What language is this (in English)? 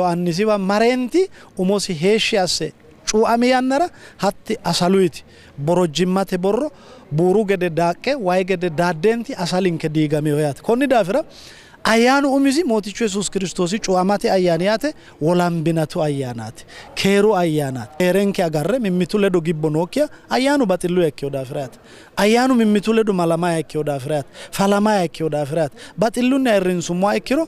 Sidamo